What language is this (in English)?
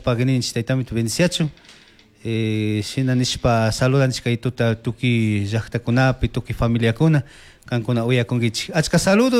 Chimborazo Highland Quichua